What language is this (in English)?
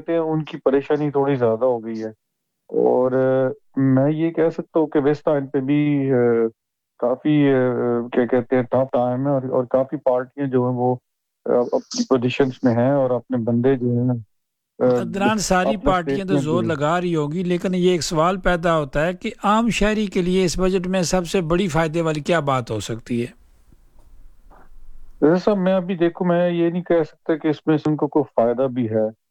Urdu